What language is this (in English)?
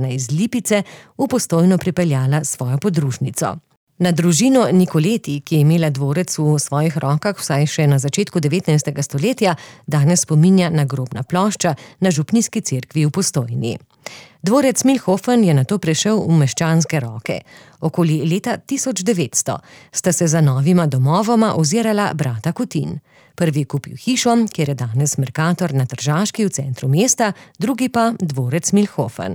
Slovenian